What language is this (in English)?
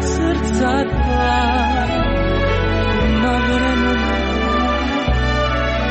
Croatian